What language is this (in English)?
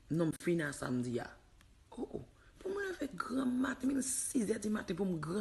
Haitian Creole